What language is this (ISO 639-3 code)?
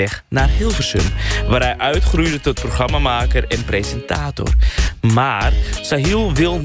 nld